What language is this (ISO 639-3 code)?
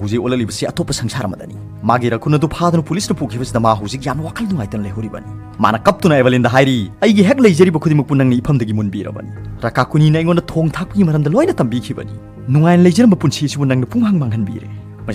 mni